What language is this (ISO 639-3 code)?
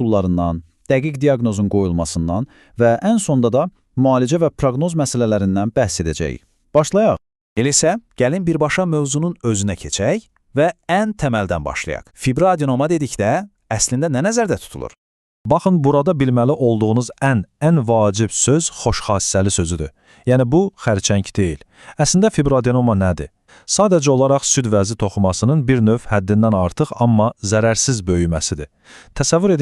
aze